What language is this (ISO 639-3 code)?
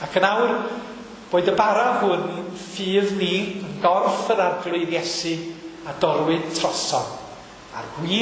cym